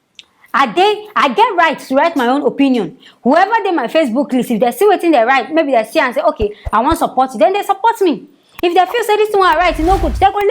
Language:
Nigerian Pidgin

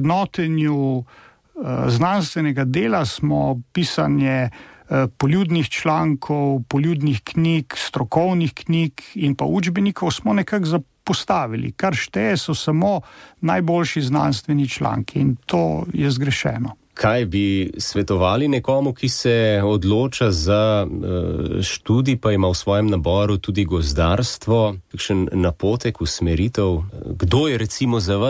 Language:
Slovenian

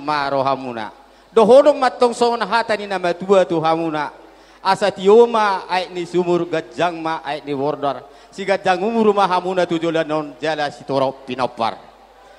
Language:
Batak Toba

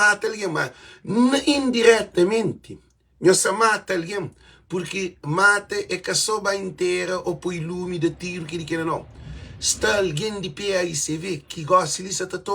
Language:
Kabuverdianu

